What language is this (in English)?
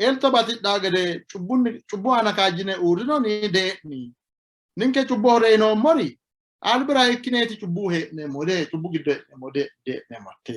Sidamo